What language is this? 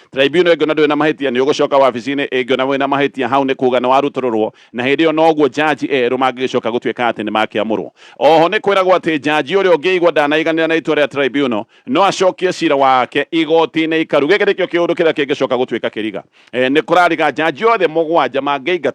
Kikuyu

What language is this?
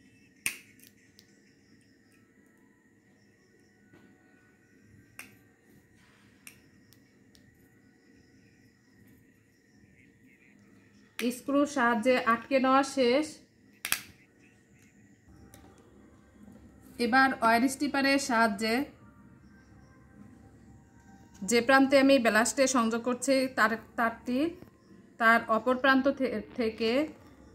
Bangla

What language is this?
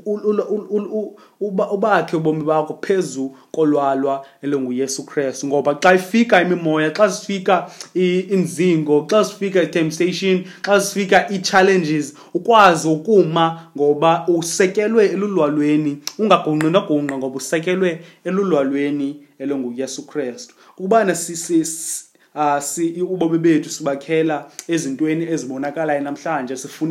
Xhosa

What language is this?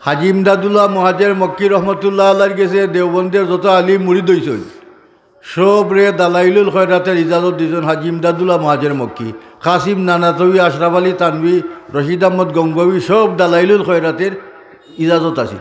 Sylheti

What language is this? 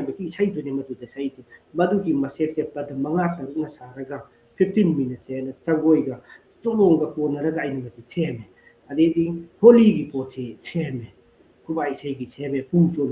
Manipuri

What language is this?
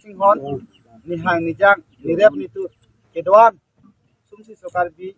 Karbi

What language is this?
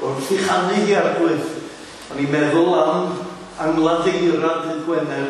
Welsh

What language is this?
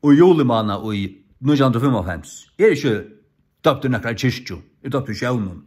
Faroese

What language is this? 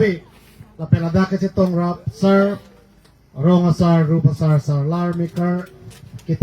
Karbi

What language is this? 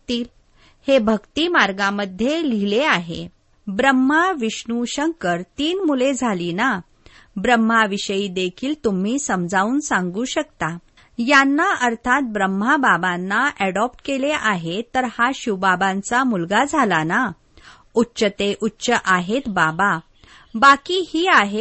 Marathi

